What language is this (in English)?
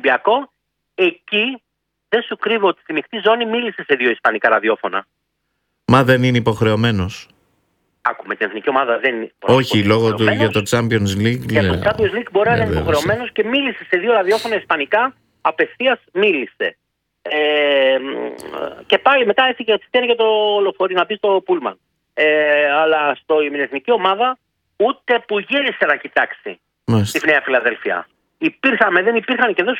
Greek